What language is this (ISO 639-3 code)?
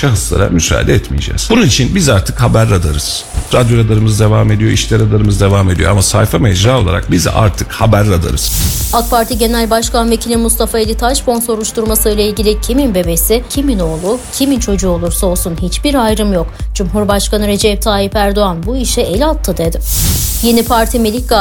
tur